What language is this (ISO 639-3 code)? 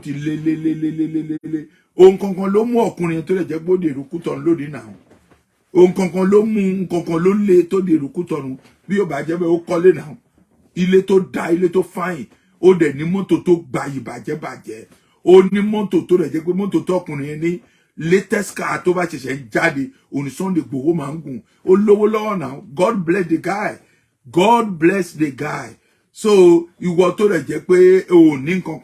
yor